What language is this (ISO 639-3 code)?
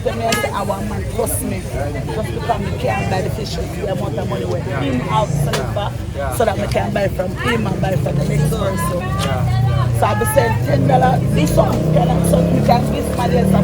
jam